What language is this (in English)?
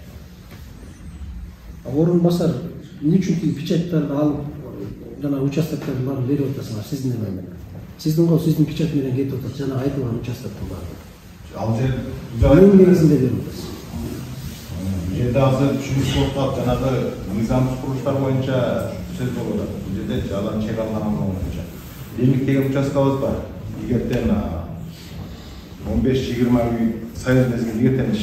Kyrgyz